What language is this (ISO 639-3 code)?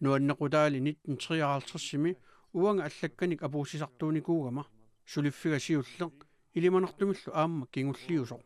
kal